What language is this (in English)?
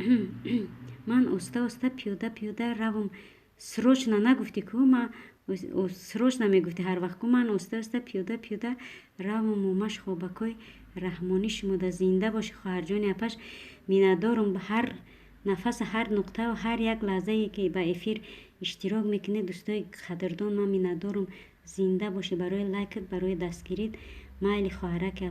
Tajik